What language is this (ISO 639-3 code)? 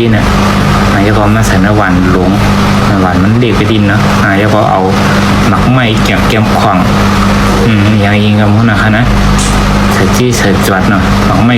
shn